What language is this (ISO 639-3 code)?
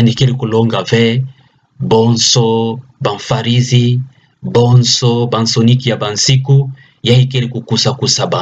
ktu